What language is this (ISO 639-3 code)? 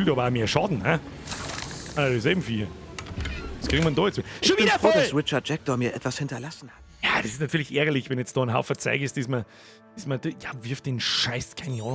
bar